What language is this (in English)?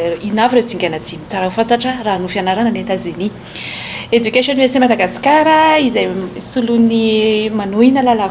Malagasy